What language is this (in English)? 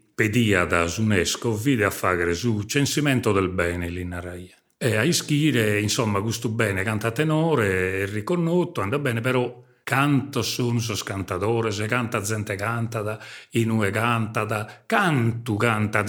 Sardinian